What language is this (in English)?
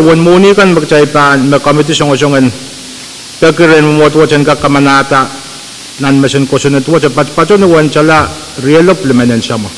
Pohnpeian